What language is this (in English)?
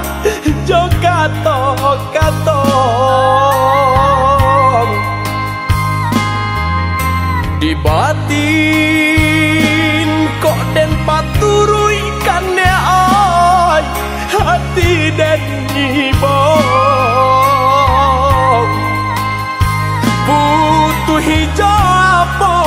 Minangkabau